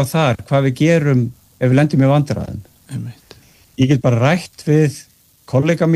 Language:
Icelandic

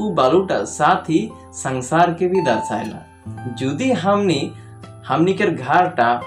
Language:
Sadri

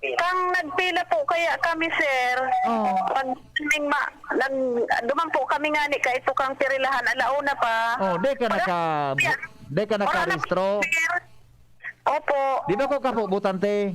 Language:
Bikol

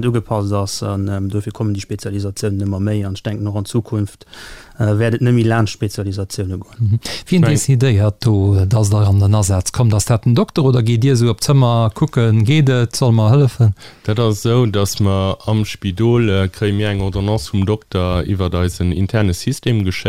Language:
Luxembourgish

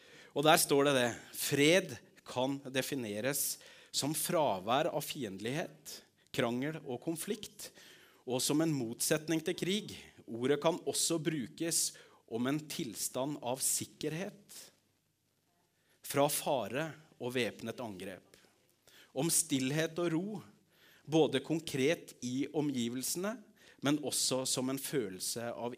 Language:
Norwegian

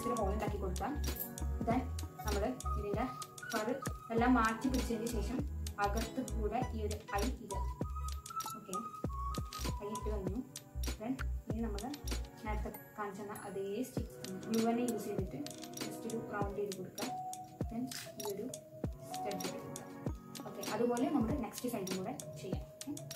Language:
Malayalam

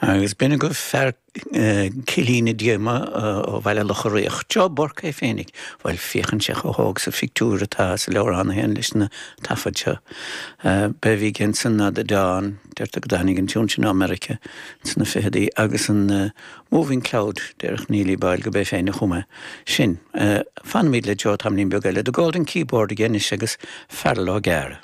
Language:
Irish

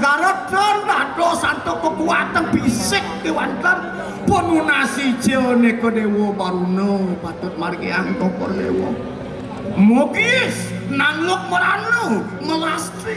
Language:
Balinese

